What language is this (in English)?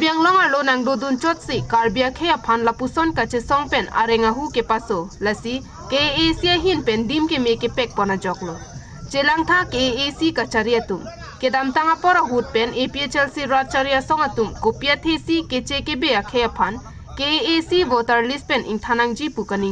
Karbi